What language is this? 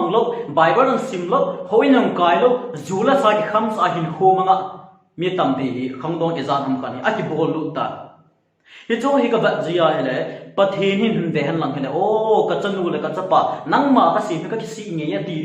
Thado Chin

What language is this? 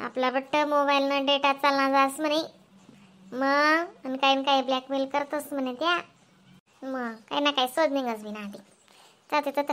Khandesi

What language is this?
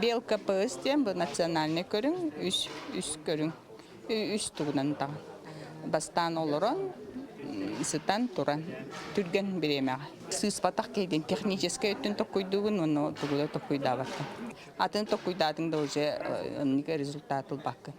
Yakut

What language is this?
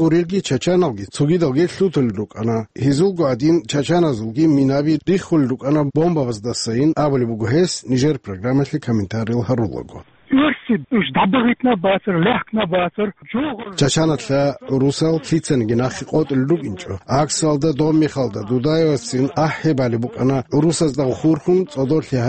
Avaric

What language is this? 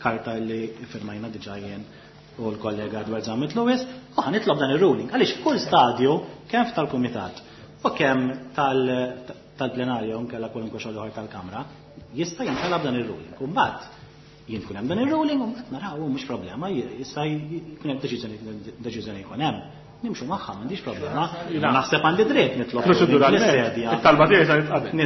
Maltese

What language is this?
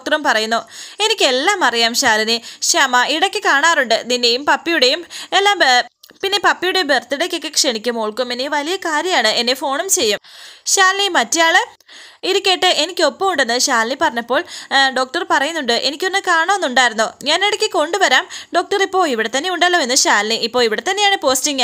Malayalam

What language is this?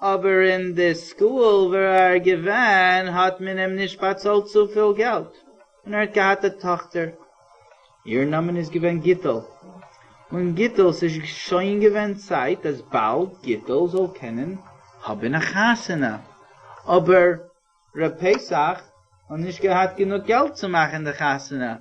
Yiddish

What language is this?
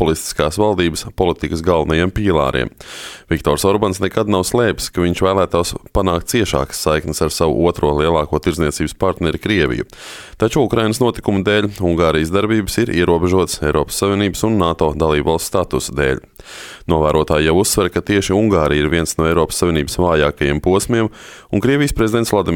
Latvian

